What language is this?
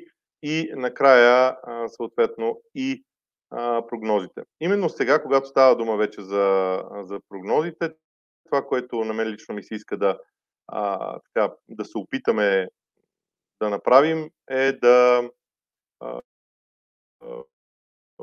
Bulgarian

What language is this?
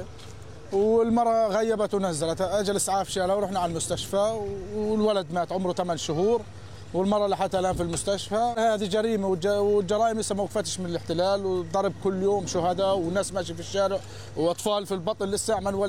Arabic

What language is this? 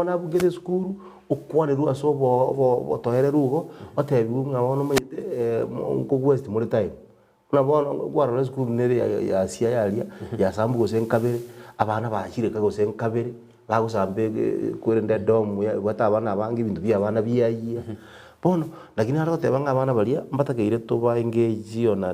Gusii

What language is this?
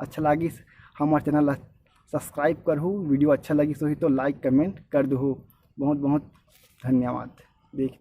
Chhattisgarhi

